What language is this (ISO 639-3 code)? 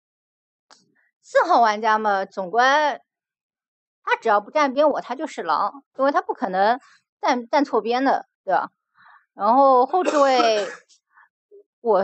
zho